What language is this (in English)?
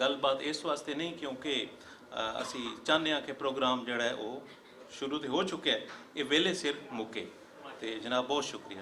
Western Panjabi